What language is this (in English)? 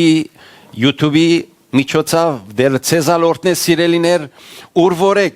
Western Armenian